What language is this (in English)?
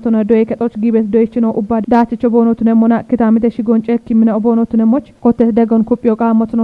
Kafa